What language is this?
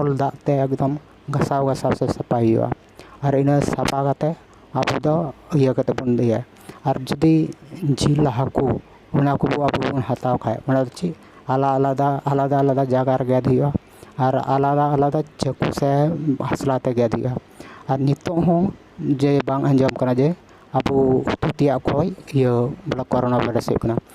Santali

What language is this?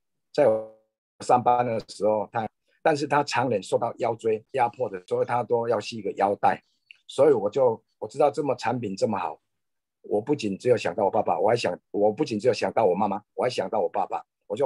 Chinese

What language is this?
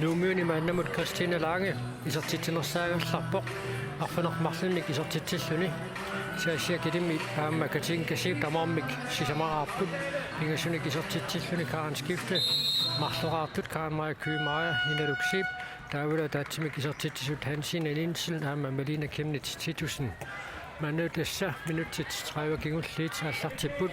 Kalaallisut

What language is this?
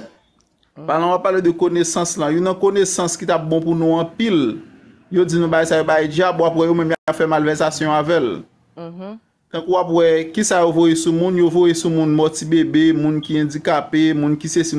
Haitian Creole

